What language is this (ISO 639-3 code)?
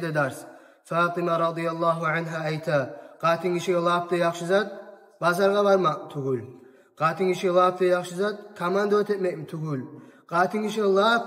kum